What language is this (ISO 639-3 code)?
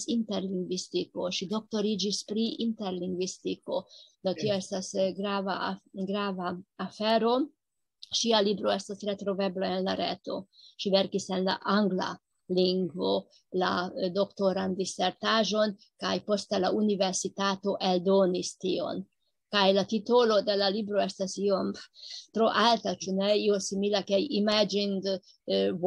epo